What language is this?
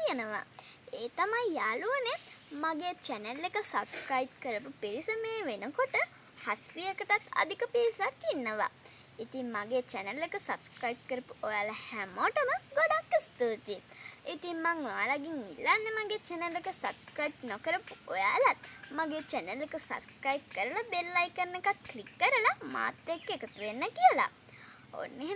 Sinhala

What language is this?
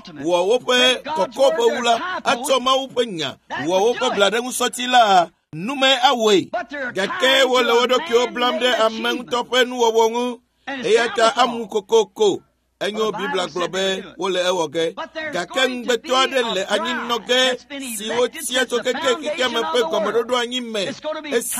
Ewe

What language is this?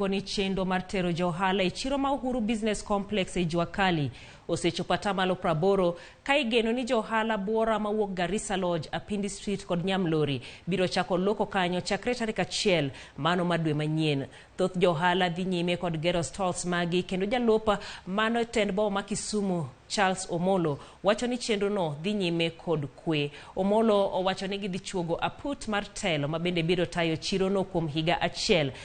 Luo (Kenya and Tanzania)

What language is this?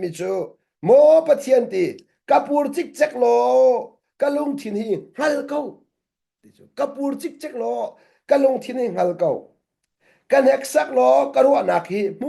Hakha Chin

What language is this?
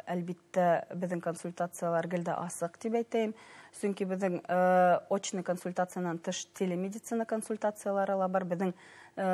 Bashkir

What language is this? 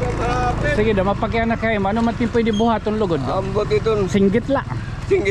Waray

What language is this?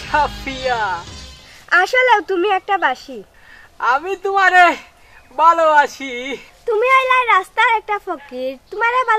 Sylheti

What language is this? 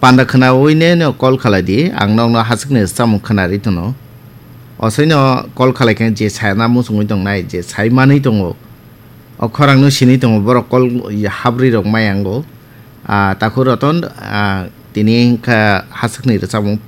Kok Borok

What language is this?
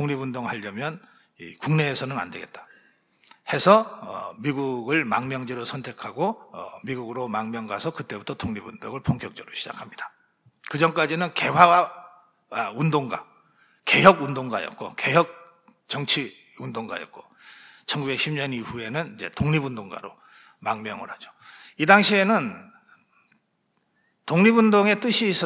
Korean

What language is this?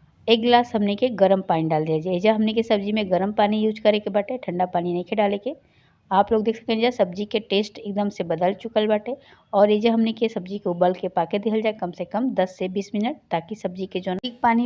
Bhojpuri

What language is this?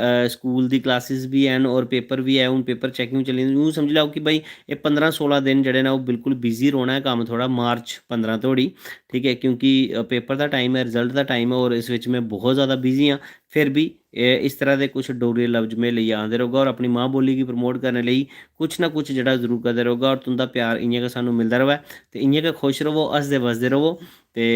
Dogri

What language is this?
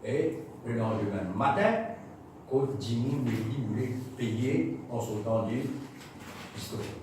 Morisyen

